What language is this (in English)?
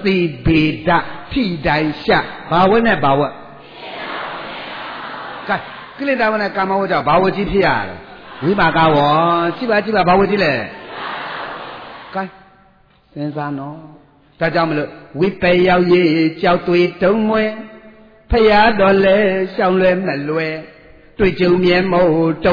Burmese